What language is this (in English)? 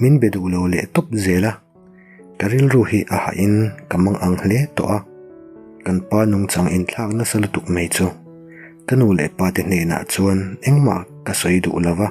Mizo